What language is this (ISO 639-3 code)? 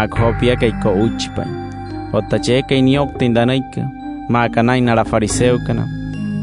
guc